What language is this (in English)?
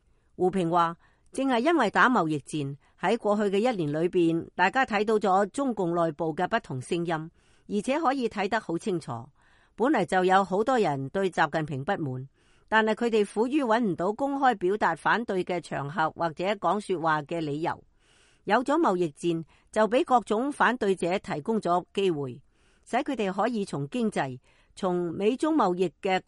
Cantonese